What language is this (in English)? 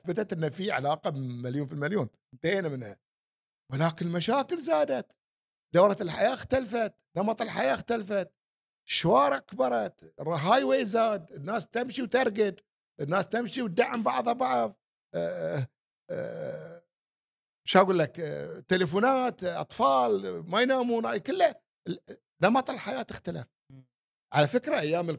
Gulf Arabic